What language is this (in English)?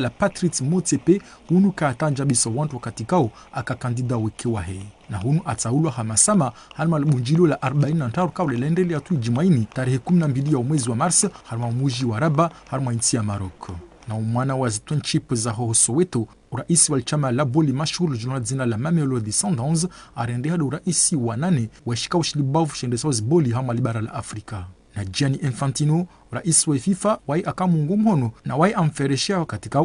Ngazidja Comorian